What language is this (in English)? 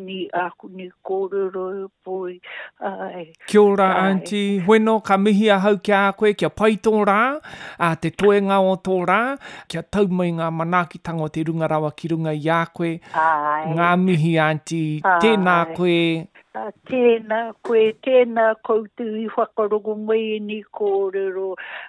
Māori